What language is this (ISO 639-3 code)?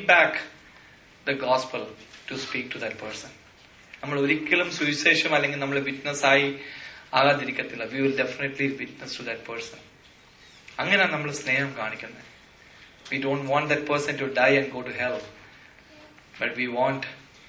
mal